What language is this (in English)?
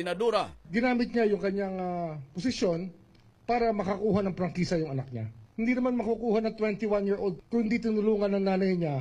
Filipino